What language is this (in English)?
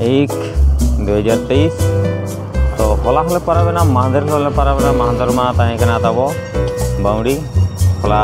Santali